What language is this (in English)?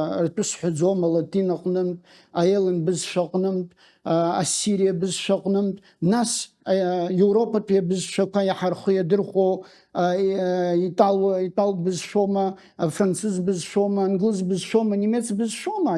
Abkhazian